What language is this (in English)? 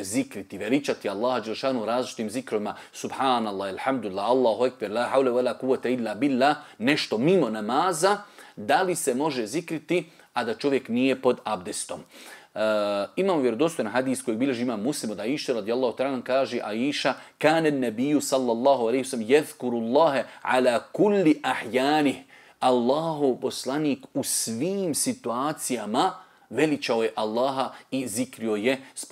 Bosnian